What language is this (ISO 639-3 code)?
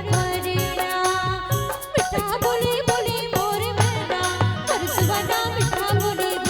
hne